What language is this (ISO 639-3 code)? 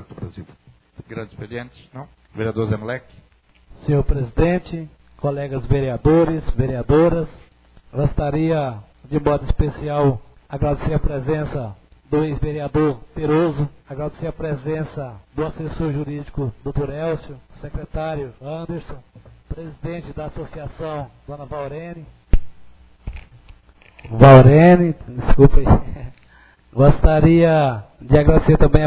por